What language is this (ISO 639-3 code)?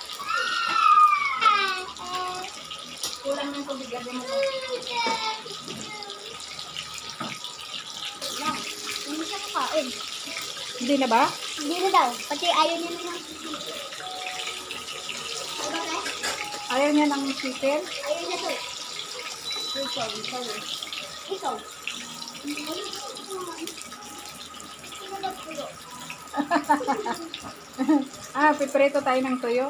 fil